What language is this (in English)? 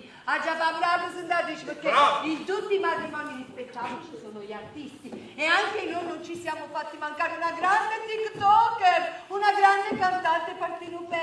Neapolitan